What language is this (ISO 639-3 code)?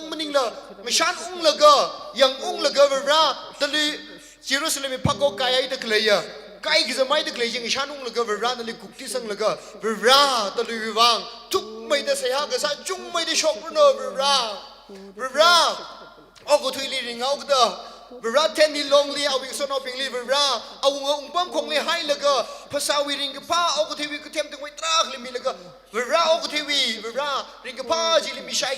nmf